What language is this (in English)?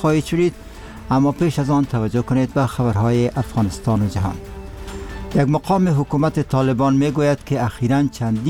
Persian